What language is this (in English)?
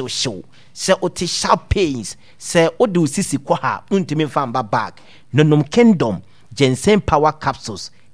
Akan